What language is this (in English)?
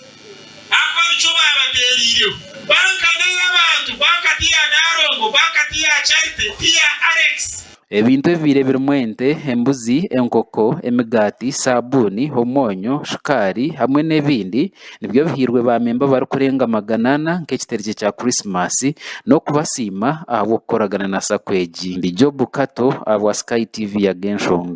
Nyankole